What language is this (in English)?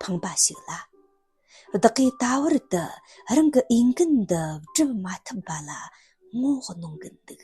Tibetan